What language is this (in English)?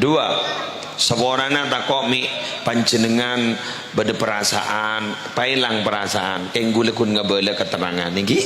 Madurese